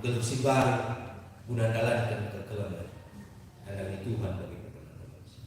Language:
Batak Karo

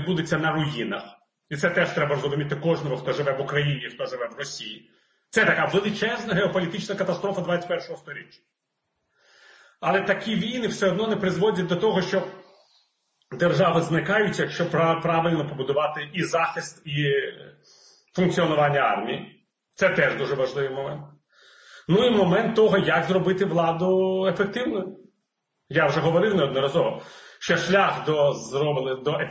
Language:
Ukrainian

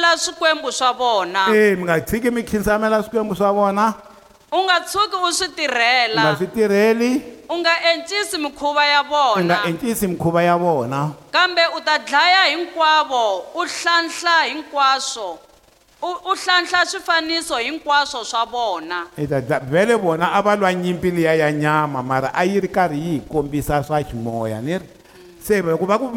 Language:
Tsonga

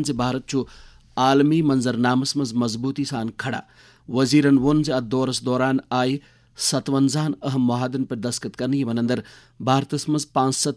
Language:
Kashmiri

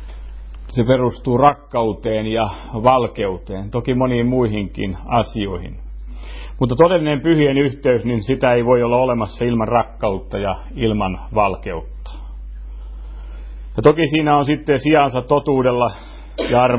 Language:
Finnish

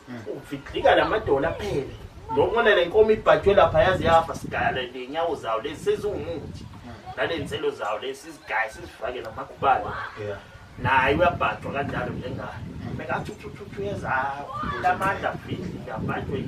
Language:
Zulu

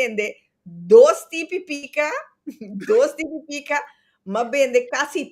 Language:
Papiamento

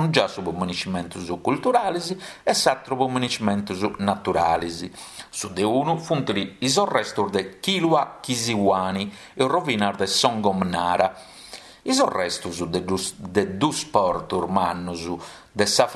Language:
Sardinian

